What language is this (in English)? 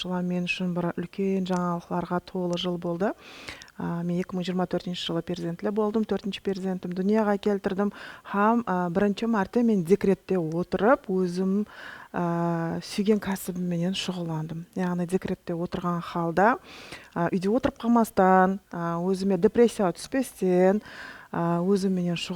Kara-Kalpak